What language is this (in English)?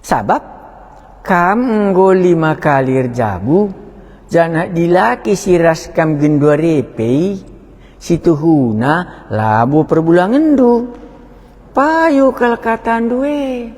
Batak Karo